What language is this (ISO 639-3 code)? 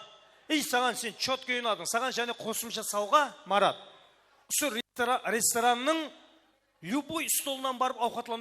kaa